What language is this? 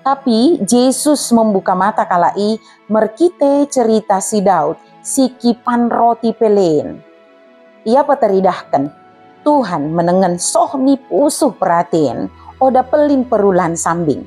Batak Dairi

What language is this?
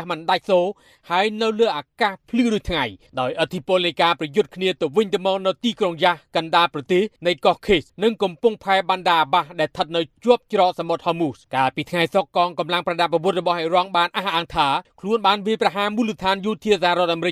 Khmer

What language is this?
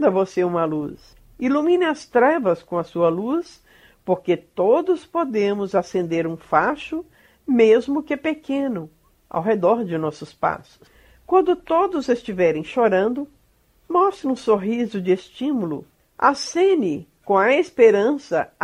Portuguese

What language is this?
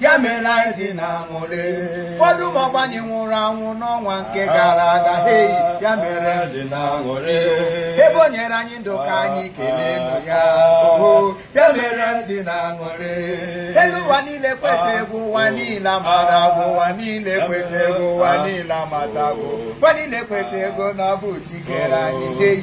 Igbo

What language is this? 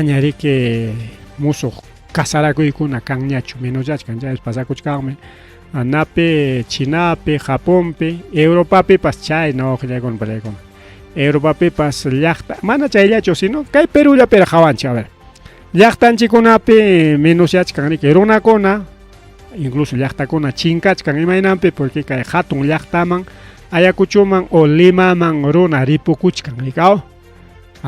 Ayacucho Quechua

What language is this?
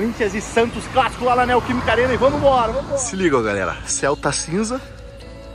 Portuguese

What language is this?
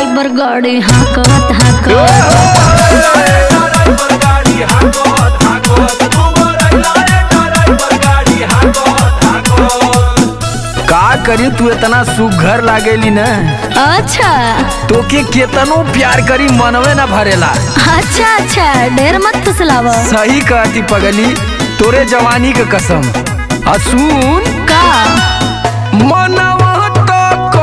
Bhojpuri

